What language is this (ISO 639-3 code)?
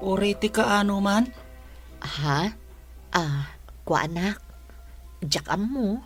ilo